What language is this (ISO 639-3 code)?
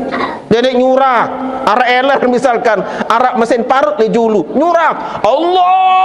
sas